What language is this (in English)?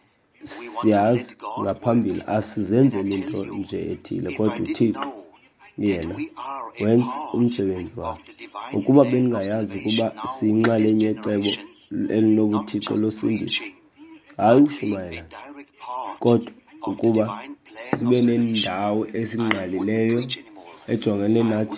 Xhosa